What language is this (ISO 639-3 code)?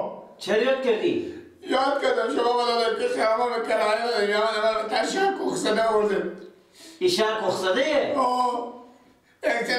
fas